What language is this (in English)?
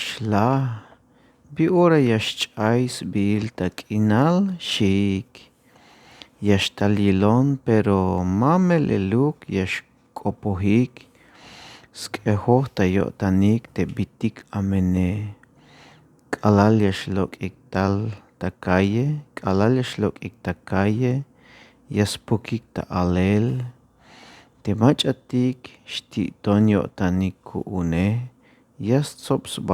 Tzeltal